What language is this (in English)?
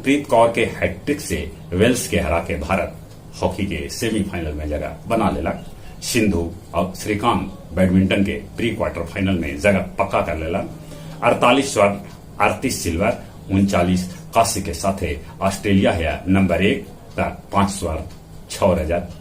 Magahi